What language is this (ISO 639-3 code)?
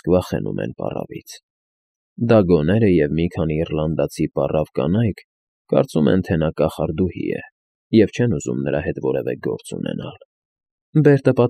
hye